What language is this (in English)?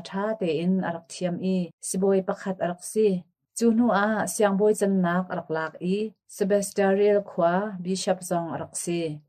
Hakha Chin